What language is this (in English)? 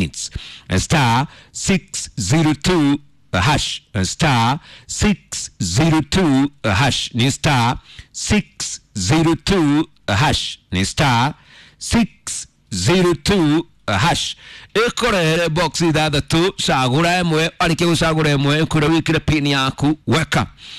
Kikuyu